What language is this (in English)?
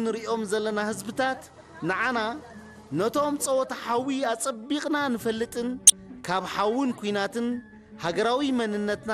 Tigrinya